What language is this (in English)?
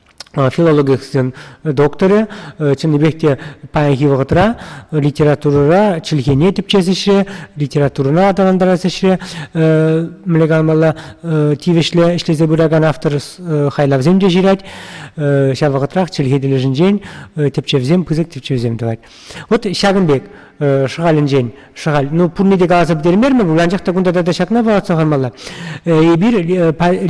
Chuvash